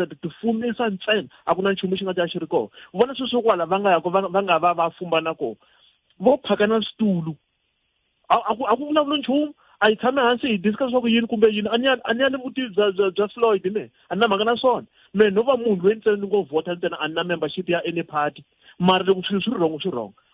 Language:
Tsonga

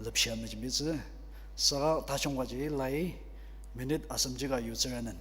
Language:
Ao Naga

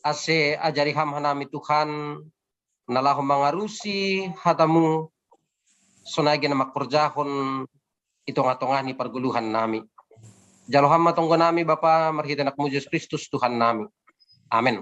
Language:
Batak Simalungun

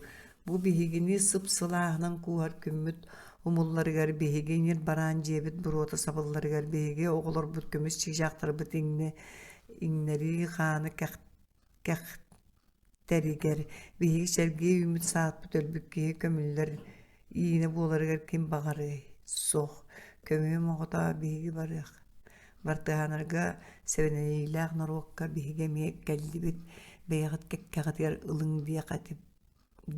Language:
Yakut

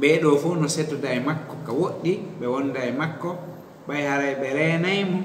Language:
Fula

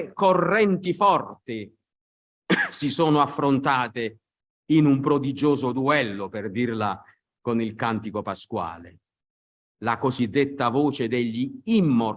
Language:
Italian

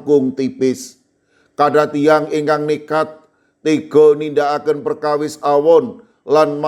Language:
Javanese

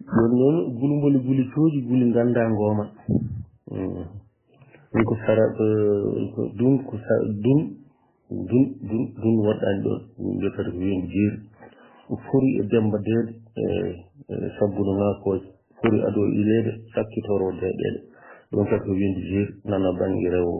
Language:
Fula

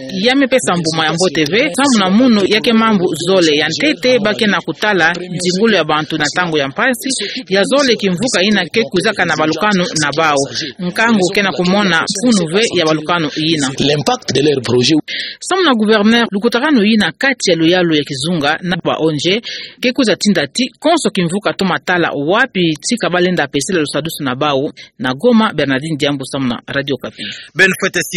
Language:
Kituba (Democratic Republic of Congo)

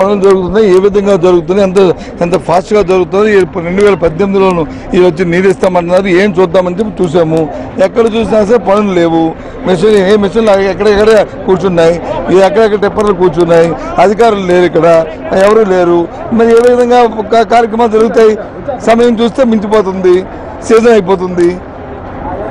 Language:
Telugu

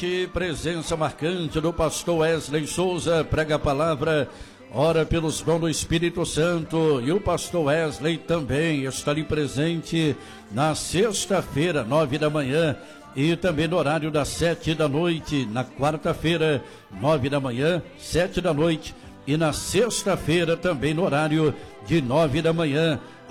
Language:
Portuguese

